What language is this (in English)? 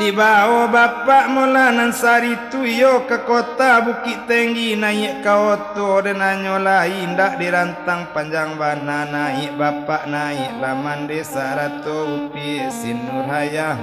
Minangkabau